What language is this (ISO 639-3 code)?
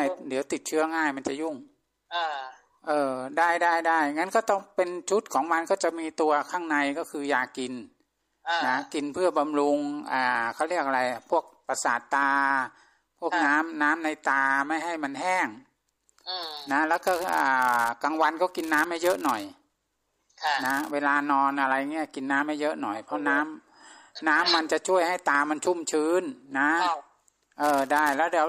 tha